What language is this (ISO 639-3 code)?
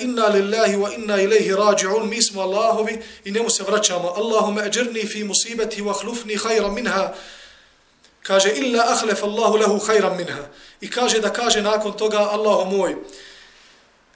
bos